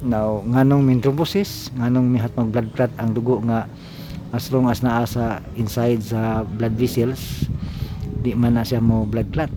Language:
Cebuano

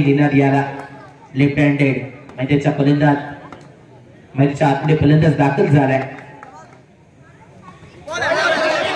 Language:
Marathi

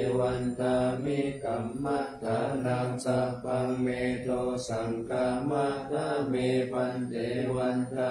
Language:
Pali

